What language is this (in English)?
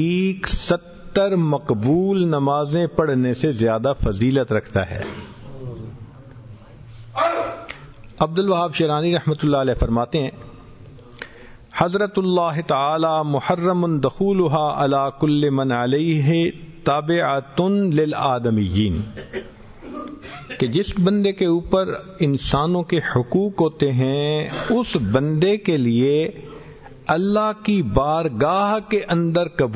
Urdu